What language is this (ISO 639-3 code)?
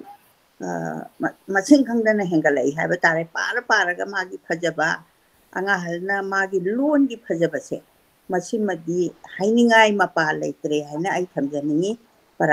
mni